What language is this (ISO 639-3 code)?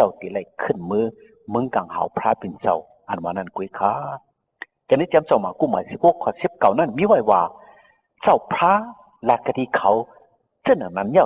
shn